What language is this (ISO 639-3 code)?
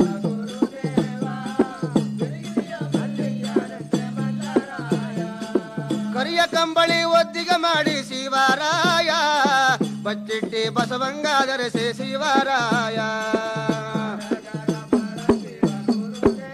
kan